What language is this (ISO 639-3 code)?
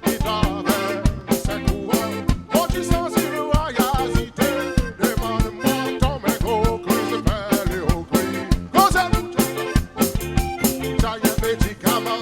crs